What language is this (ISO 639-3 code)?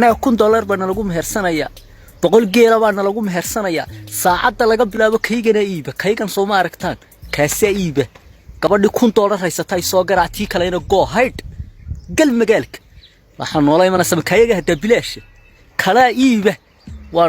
som